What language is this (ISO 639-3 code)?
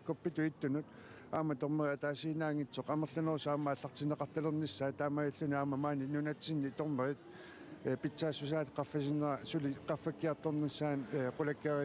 kal